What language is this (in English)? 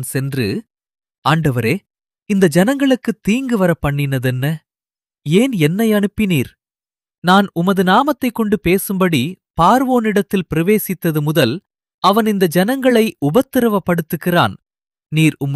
Tamil